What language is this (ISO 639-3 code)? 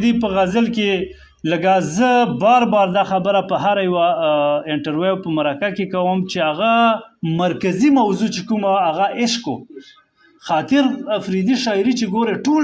pus